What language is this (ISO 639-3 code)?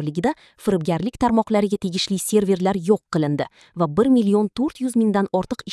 uzb